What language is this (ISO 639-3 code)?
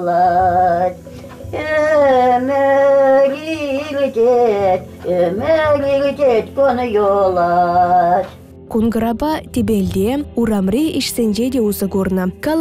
chv